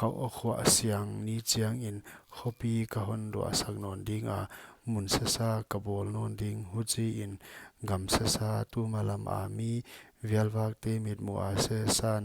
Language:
Paite Chin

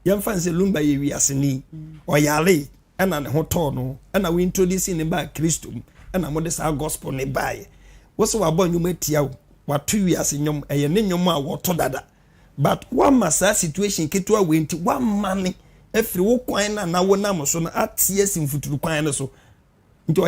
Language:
Akan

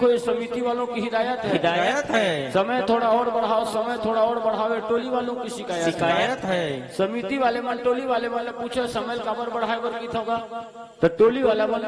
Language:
Chhattisgarhi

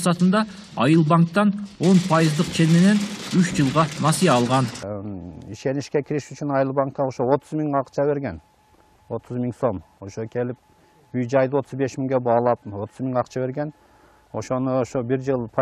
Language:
Kyrgyz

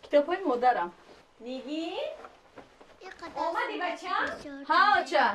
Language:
Tajik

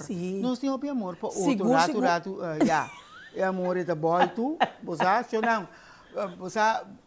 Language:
Papiamento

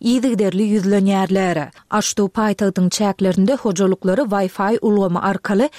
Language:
Turkmen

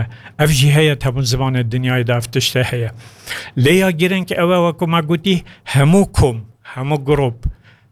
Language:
Kurdish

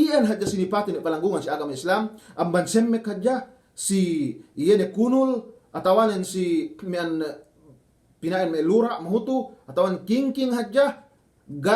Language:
Yakan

